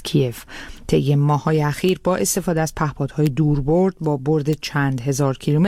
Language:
Persian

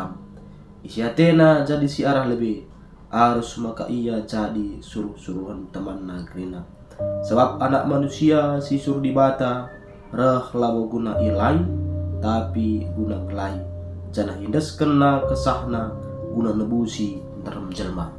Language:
Batak Karo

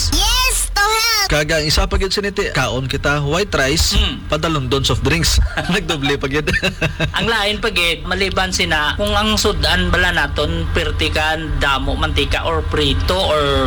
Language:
Hiligaynon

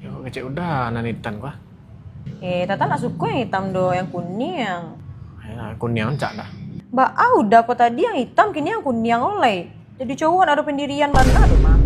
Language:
Minangkabau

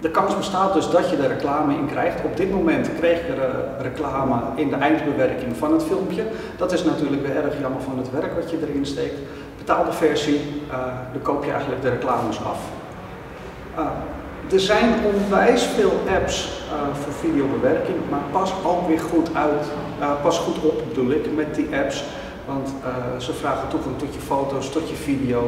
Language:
Dutch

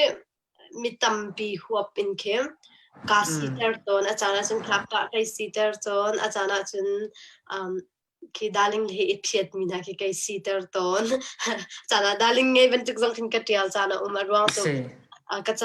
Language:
Hakha Chin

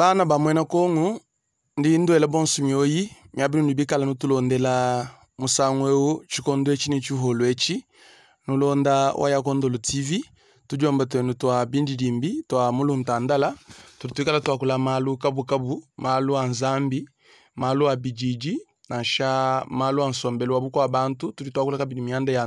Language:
Luba-Lulua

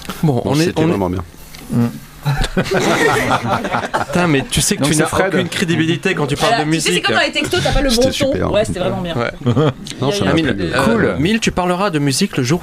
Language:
French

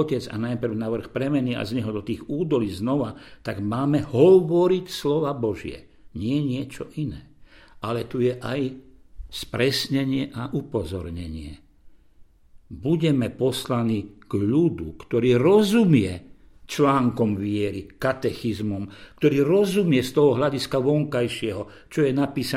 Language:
Slovak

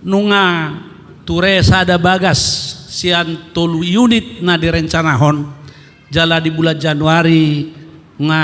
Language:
Batak Toba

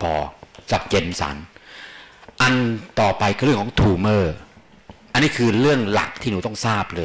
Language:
Thai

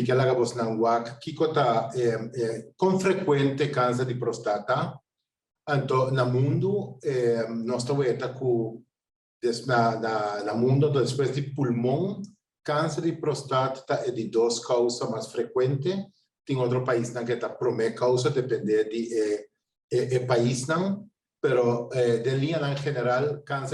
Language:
Papiamento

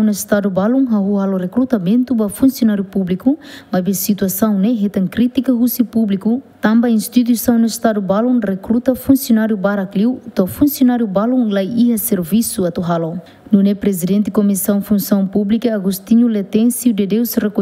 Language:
Tetum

